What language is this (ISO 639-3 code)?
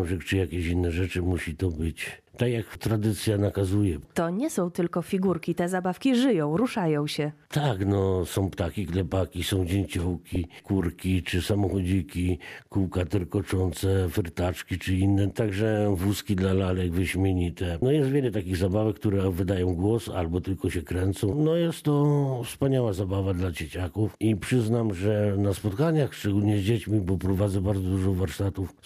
pol